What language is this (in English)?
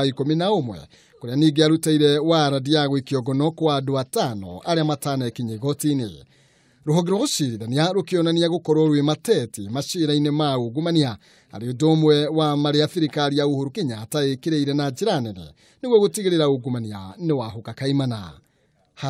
Kikuyu